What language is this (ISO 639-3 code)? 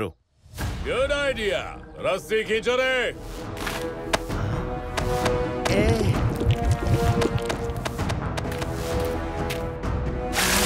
hin